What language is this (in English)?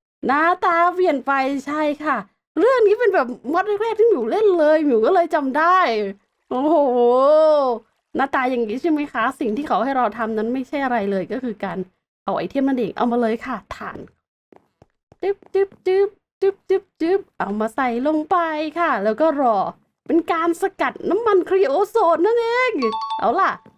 Thai